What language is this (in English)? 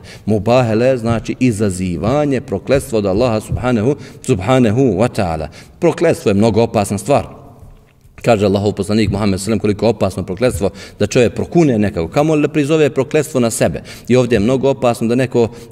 Bosnian